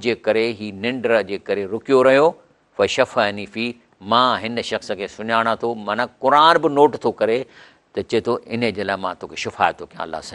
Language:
Sindhi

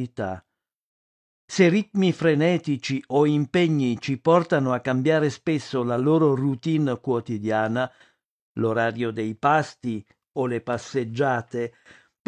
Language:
Italian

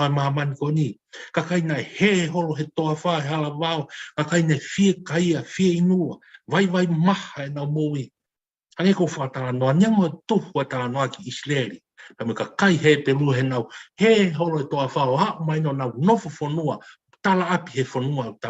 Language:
Tongan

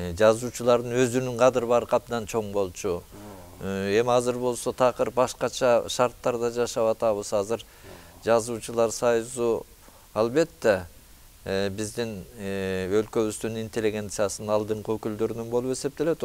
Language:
Kyrgyz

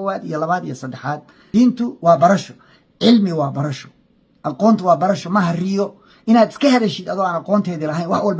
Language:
Somali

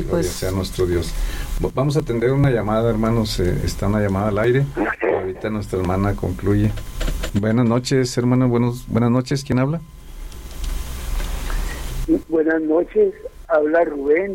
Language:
Spanish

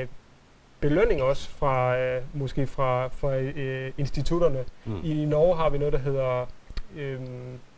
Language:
Danish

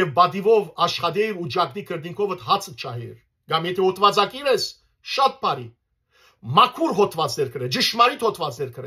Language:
Western Armenian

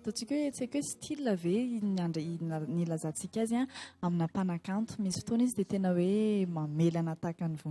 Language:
Malagasy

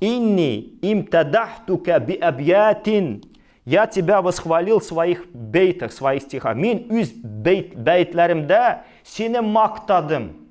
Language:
Tatar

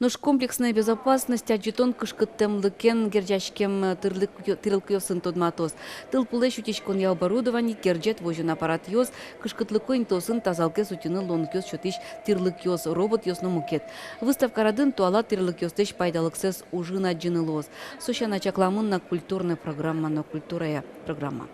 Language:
Udmurt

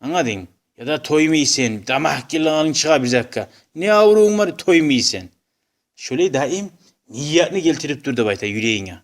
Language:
Kumyk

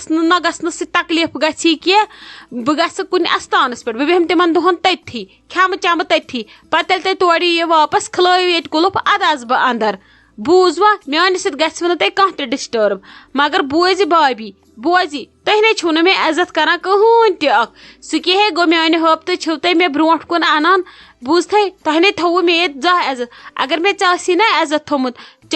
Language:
Kashmiri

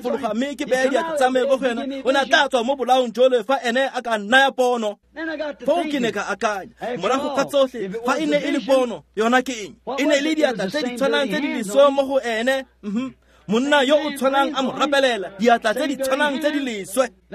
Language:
Tswana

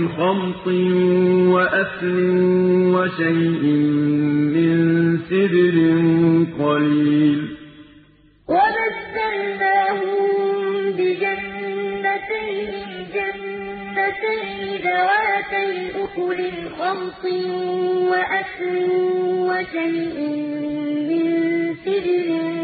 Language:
Arabic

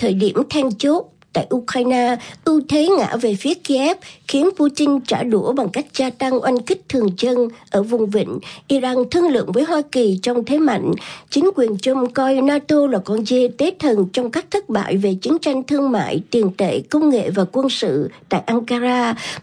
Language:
Vietnamese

